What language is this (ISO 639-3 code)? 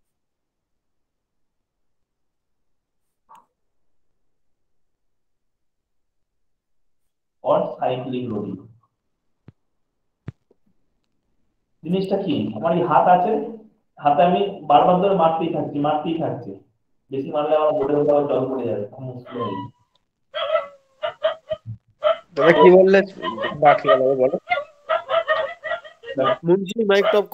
ben